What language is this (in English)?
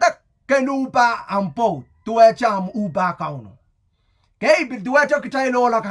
Pohnpeian